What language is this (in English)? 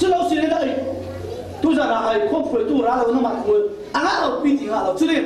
Falam Chin